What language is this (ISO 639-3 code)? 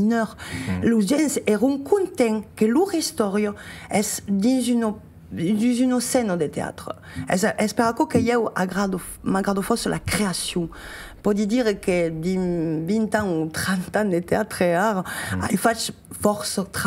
oci